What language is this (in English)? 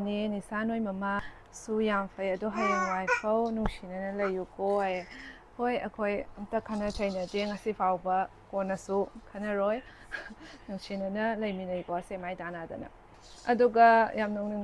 Manipuri